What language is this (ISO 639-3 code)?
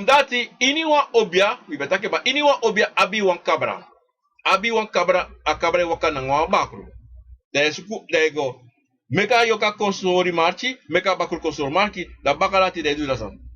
srn